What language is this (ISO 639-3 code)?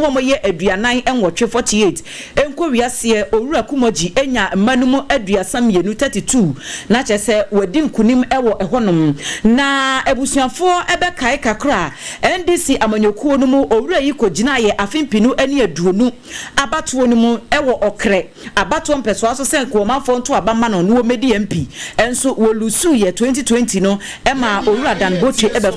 aka